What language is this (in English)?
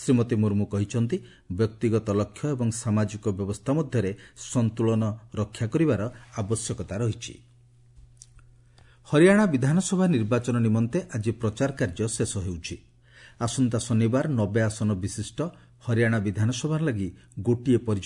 Odia